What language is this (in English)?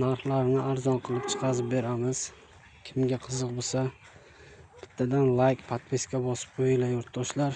Uzbek